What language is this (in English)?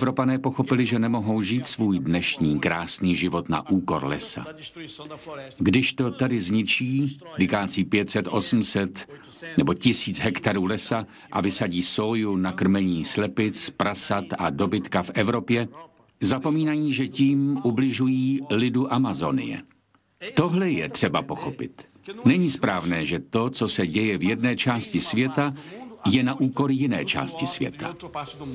Czech